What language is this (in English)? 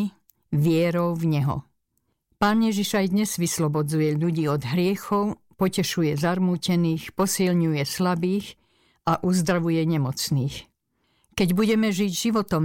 Slovak